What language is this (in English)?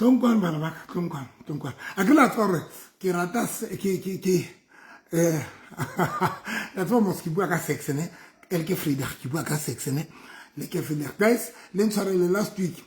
Southern Sotho